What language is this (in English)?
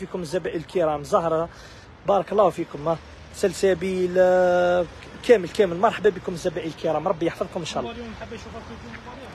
Algerian Arabic